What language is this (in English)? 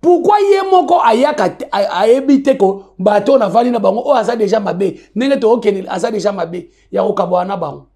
Lingala